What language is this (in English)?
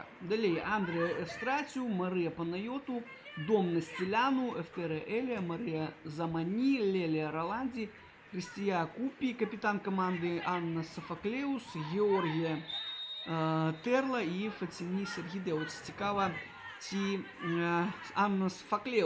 Belarusian